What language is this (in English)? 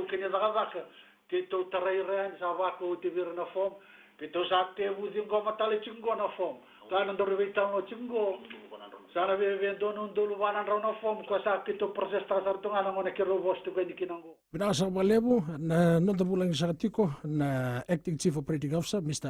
Fijian